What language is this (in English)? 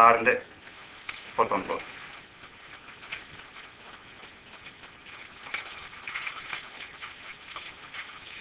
Malayalam